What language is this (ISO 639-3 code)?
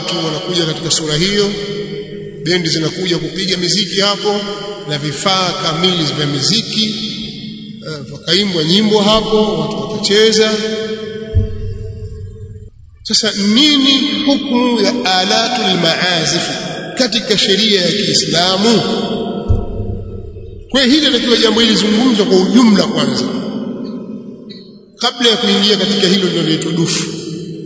swa